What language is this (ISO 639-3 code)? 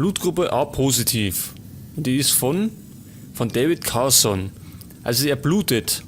bar